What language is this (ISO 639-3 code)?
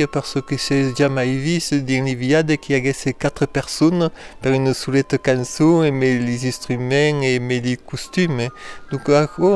oci